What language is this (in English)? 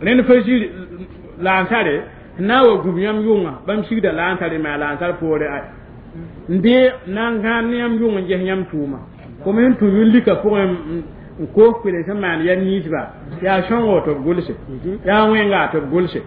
Mossi